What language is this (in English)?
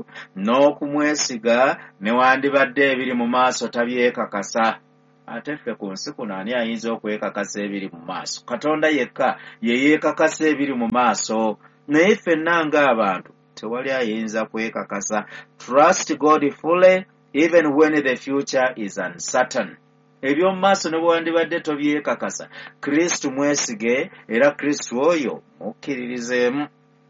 Ganda